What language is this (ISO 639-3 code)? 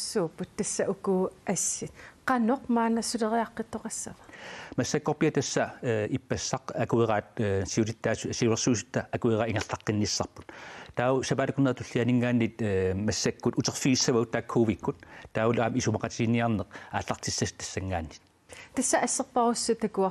kal